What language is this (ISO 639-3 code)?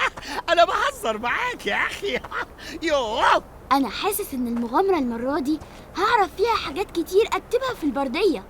arz